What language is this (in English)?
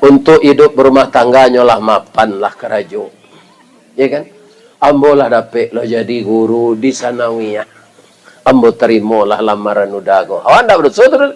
Minangkabau